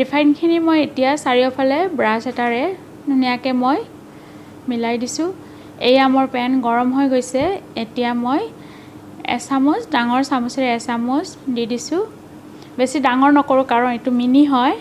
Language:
Assamese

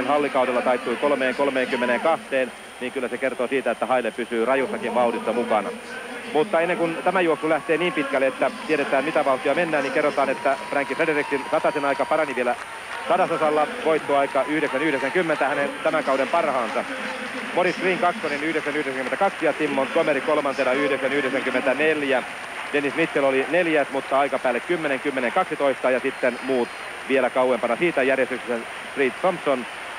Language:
Finnish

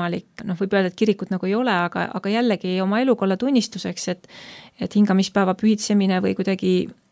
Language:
Estonian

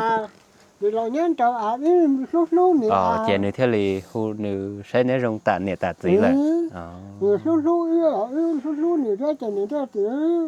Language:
Hmong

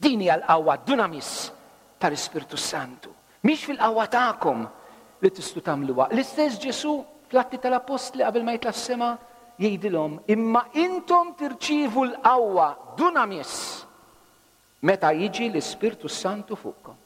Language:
Maltese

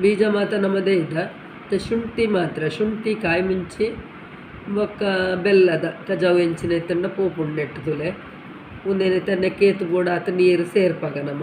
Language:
Tulu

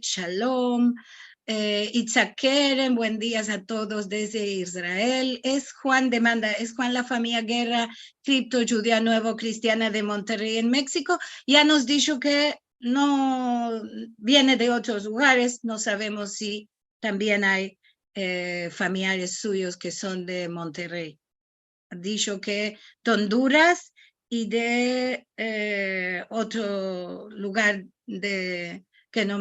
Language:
Ladino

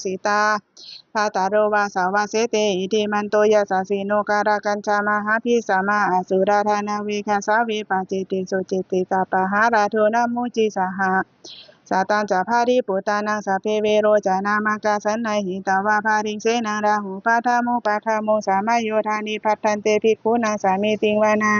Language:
Pali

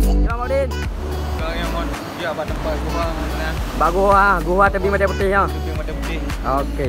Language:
Achinese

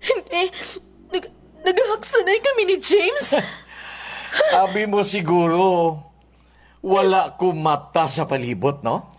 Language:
Hiligaynon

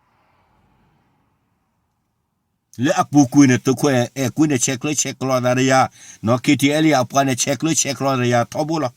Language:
S'gaw Karen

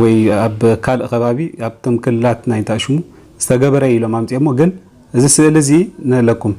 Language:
Tigrinya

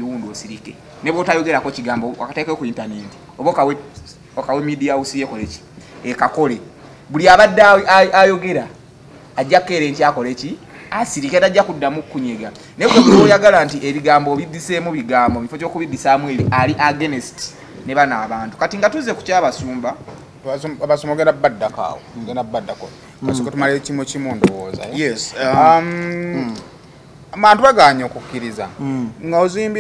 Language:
Ganda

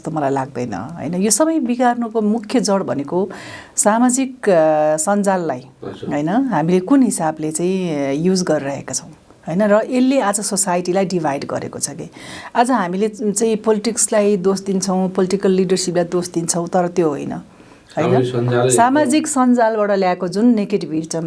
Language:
Nepali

